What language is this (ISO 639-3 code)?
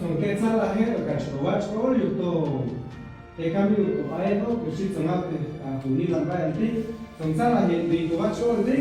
cac